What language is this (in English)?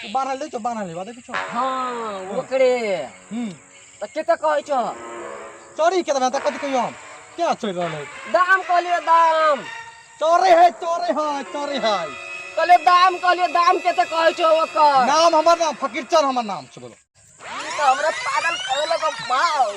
Maithili